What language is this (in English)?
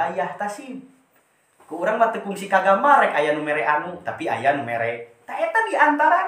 Sundanese